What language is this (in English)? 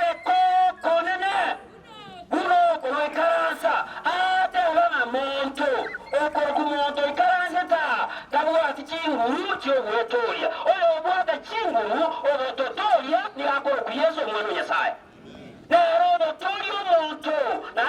Gusii